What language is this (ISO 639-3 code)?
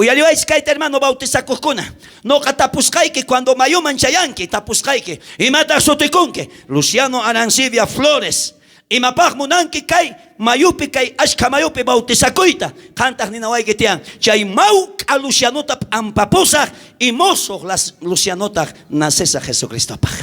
quh